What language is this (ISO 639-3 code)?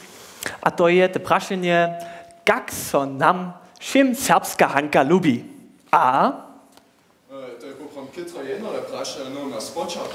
hsb